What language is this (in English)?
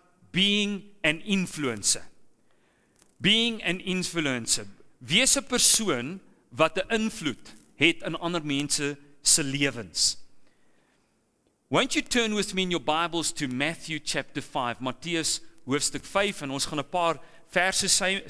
Afrikaans